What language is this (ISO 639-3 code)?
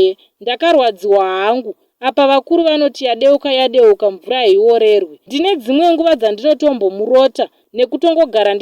sna